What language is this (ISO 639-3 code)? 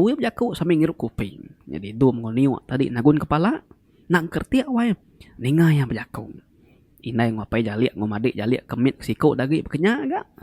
iba